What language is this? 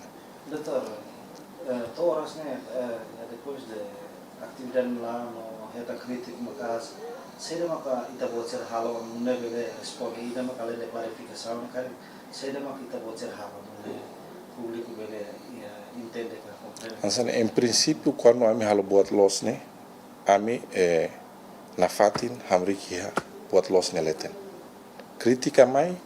Tetum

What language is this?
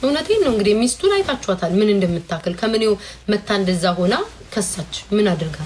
Amharic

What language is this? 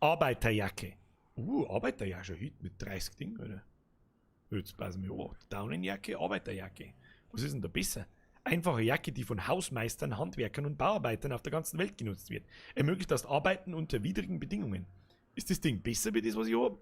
Bavarian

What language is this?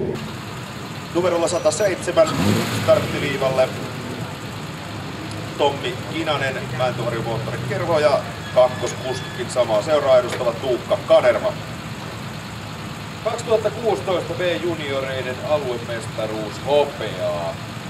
Finnish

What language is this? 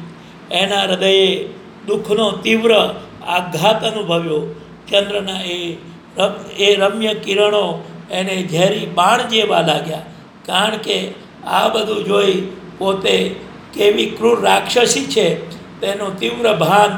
Gujarati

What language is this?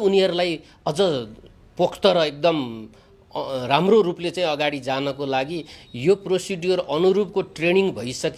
Nepali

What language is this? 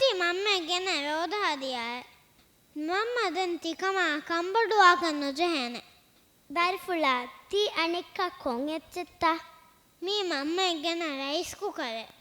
Divehi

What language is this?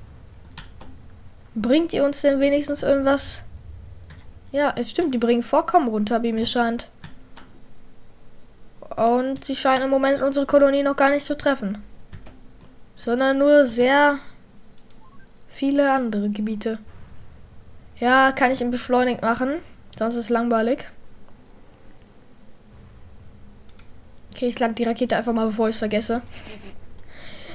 German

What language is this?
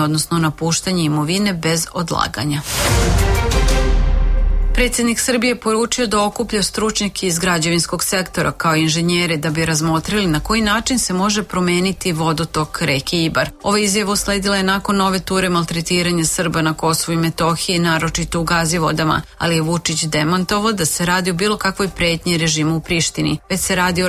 Serbian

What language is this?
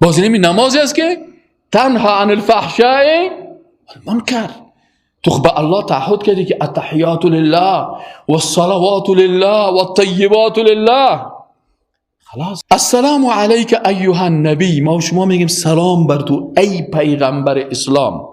Persian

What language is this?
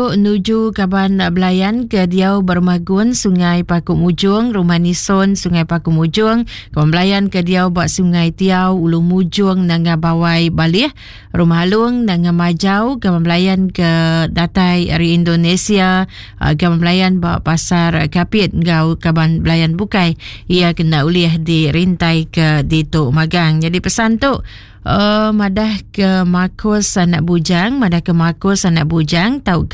Iban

